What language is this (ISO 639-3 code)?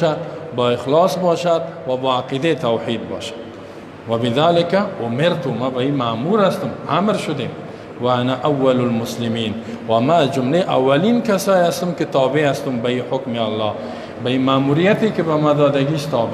fas